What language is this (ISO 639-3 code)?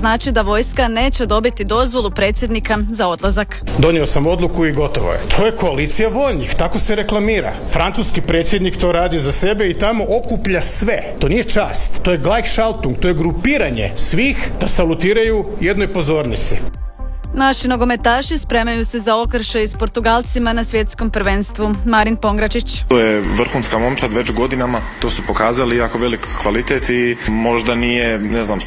hrv